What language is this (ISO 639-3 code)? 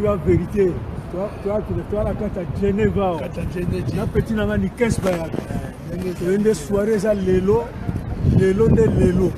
lin